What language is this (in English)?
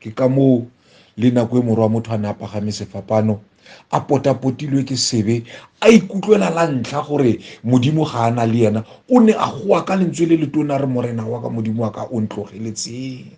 Tswana